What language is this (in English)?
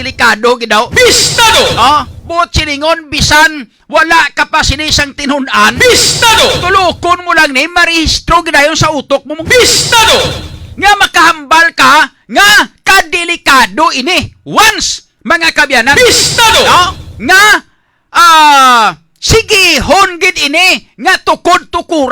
Hiligaynon